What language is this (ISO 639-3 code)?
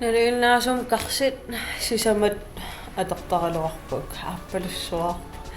kal